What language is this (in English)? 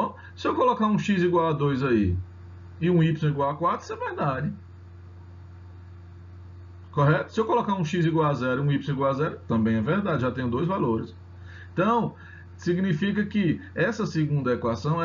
Portuguese